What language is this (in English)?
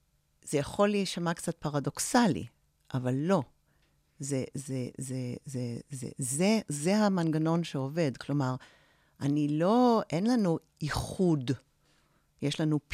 Hebrew